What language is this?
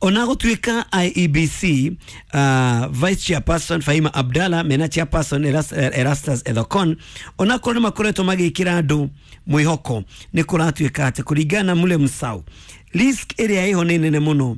Kikuyu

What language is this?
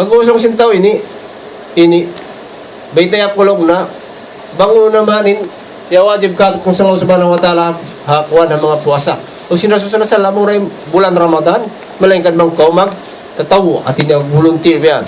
Tausug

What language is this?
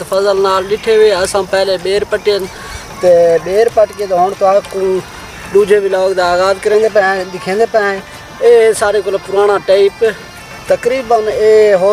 Saraiki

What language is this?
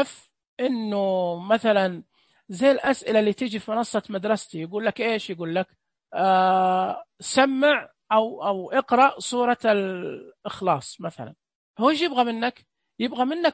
Najdi Arabic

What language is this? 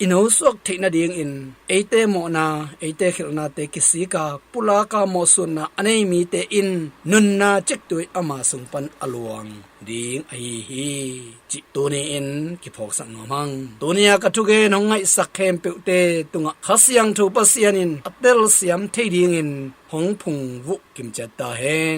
Tedim Chin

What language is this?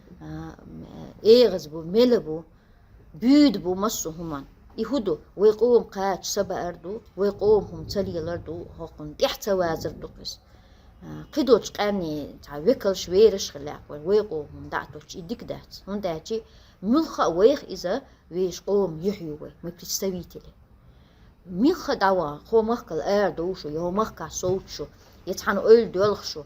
Chechen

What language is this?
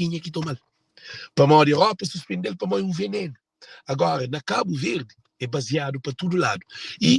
Kabuverdianu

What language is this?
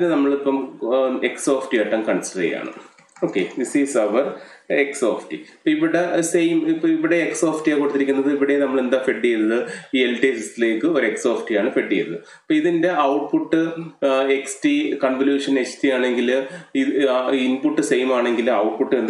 Malayalam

